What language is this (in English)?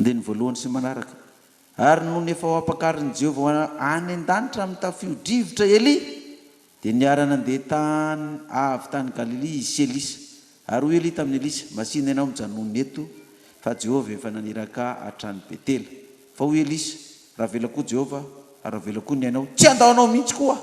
Malagasy